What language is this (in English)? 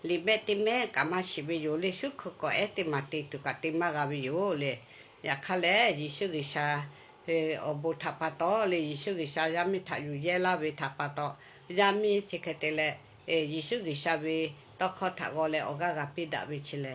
Lahu